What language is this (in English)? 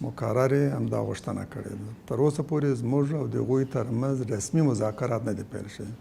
Pashto